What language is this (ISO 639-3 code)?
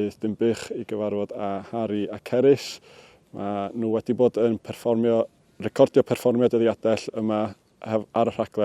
cym